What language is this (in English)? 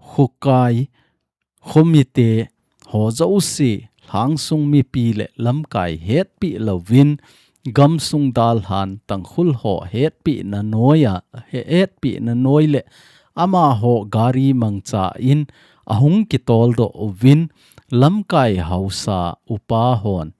Thado Chin